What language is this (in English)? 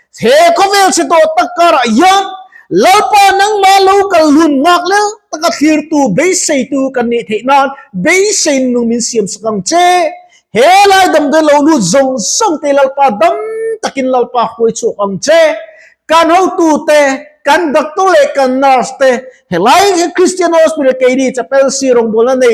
Mizo